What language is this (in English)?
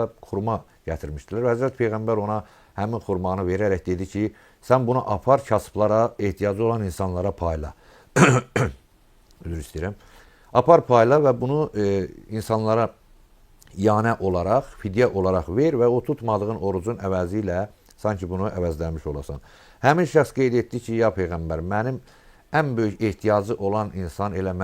Azerbaijani